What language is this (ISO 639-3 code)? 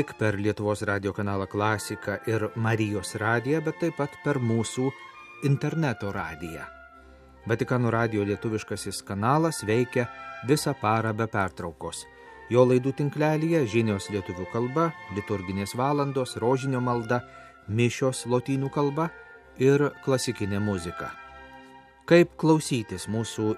lit